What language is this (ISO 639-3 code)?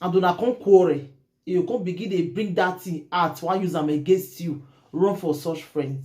pcm